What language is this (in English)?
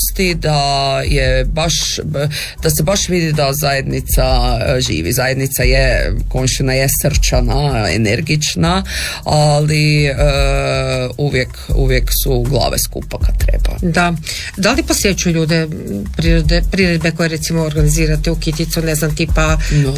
Croatian